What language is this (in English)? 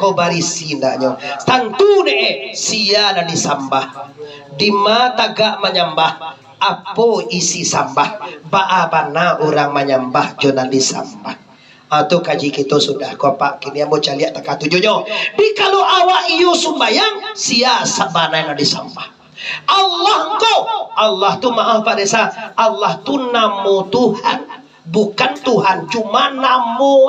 Minangkabau